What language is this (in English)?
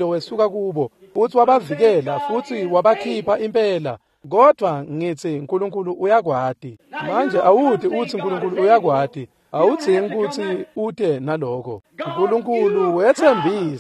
Swati